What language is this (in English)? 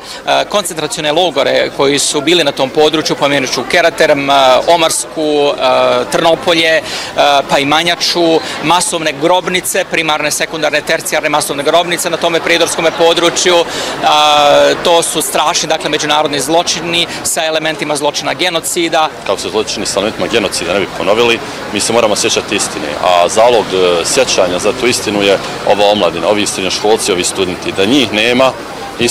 Bosnian